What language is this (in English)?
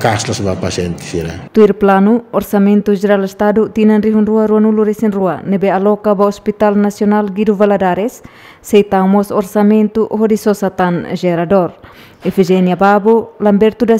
Tetum